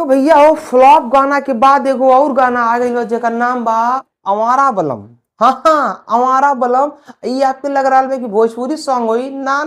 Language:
Bhojpuri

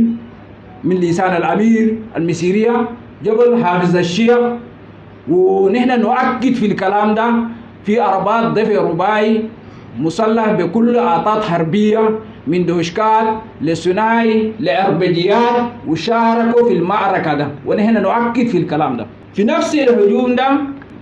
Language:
Sudanese Arabic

